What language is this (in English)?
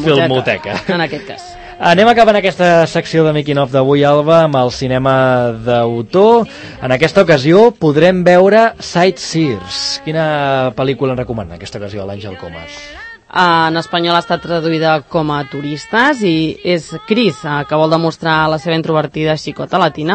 Catalan